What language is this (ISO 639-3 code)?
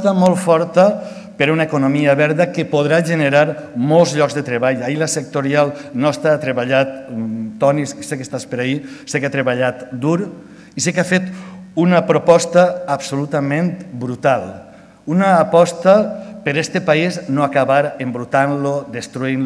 cat